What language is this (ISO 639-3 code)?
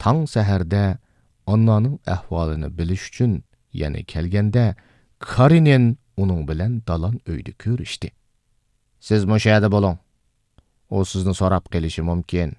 uig